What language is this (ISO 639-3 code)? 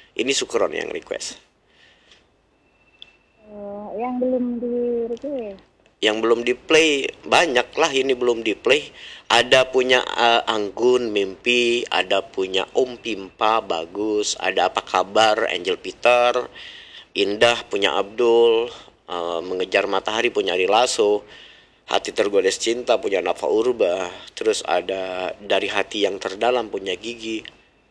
ind